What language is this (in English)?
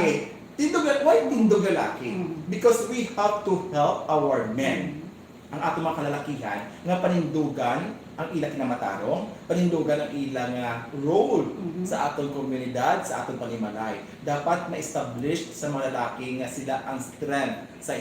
Hiligaynon